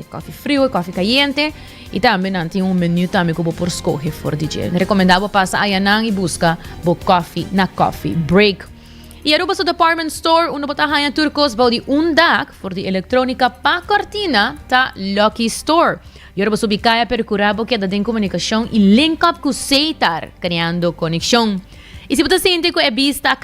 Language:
Papiamento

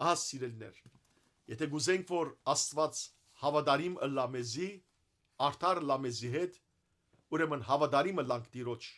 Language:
Western Armenian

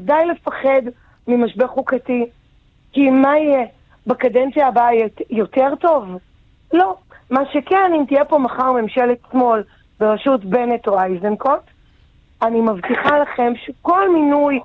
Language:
Hebrew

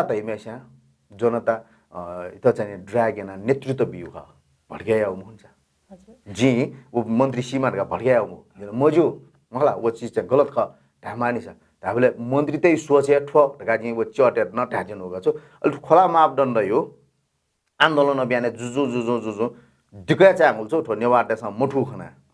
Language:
Newari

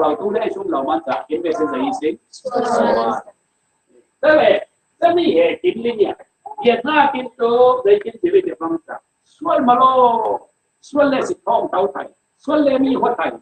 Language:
Falam Chin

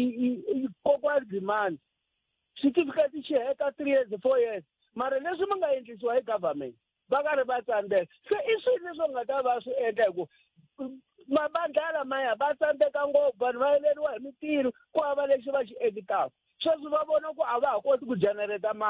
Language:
Tsonga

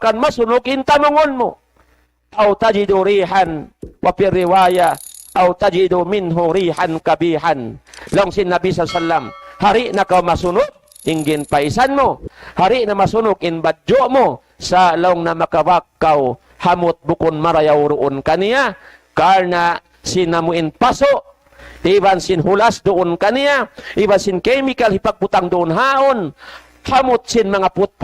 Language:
Tausug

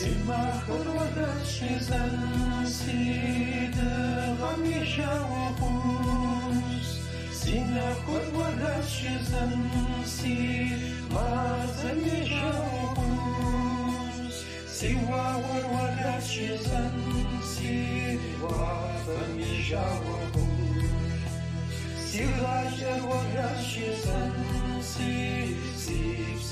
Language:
Kabardian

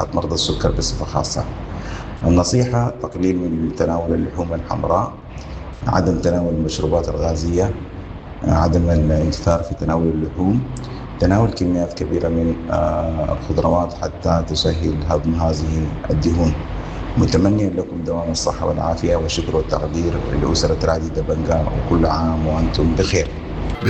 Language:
Sudanese Arabic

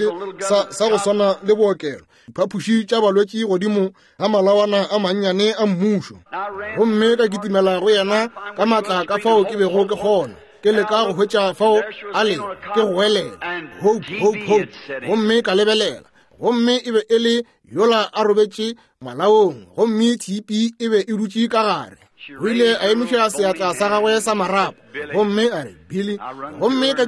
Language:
Northern Sotho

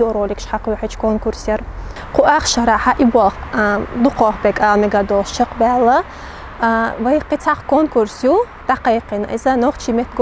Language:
Chechen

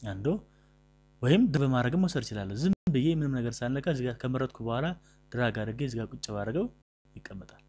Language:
Amharic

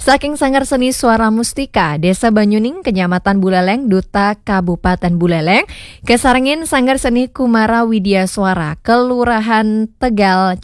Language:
Balinese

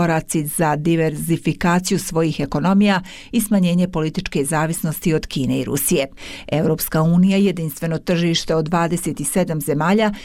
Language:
Bosnian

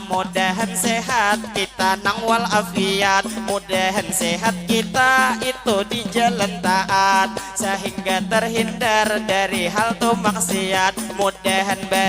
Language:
Banjar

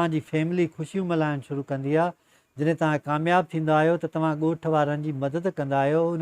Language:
Sindhi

